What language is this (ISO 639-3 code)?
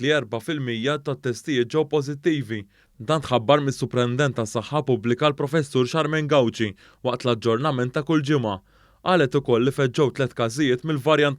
mlt